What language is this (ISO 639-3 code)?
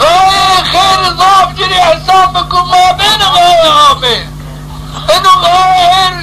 zza